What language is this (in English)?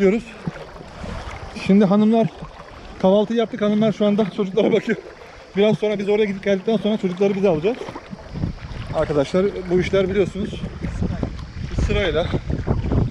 Turkish